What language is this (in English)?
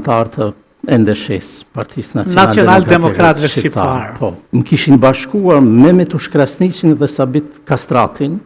Albanian